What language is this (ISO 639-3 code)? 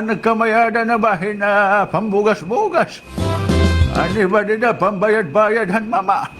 war